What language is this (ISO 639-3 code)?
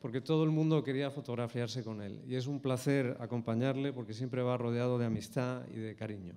lad